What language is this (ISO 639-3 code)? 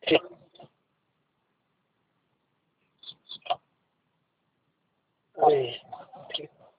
hin